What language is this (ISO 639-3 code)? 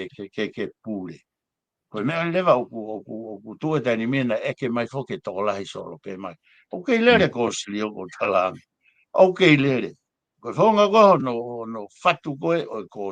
ton